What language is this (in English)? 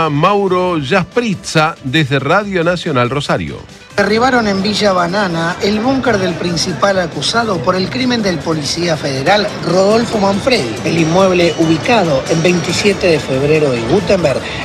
Spanish